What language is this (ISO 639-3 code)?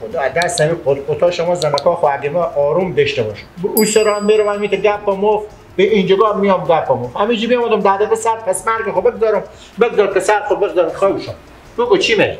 fas